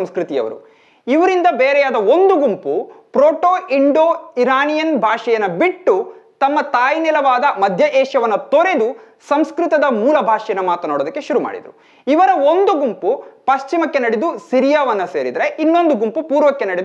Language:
Kannada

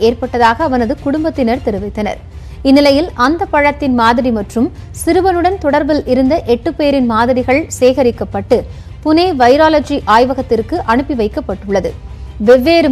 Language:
Tamil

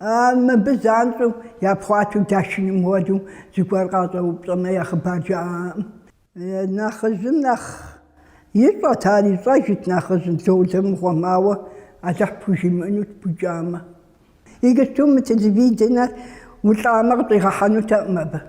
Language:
Kabardian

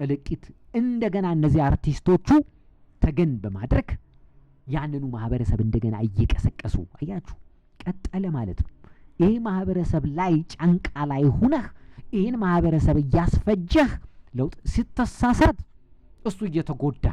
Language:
Amharic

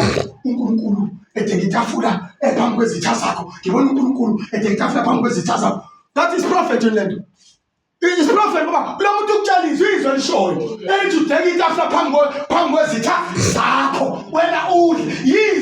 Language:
Zulu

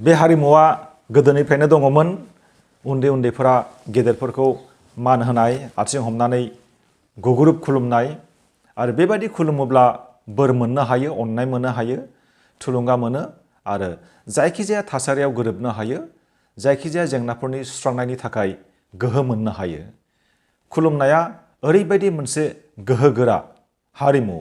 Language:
Bodo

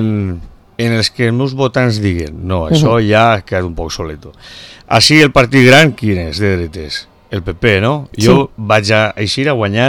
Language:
Catalan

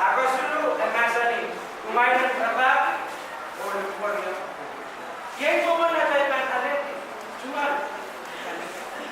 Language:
Pohnpeian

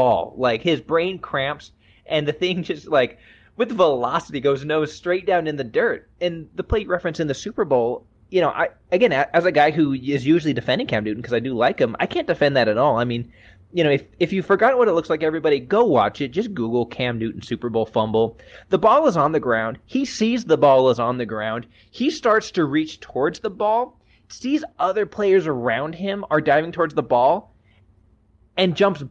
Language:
English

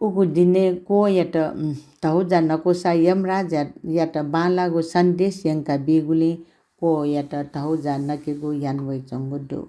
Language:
Newari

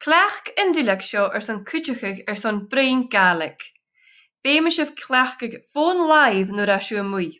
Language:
Scottish Gaelic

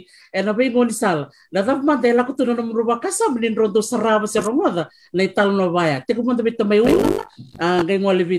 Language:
Fijian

